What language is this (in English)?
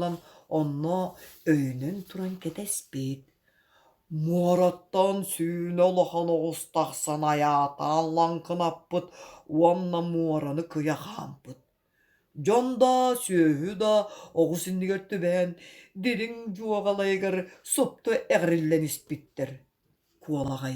Yakut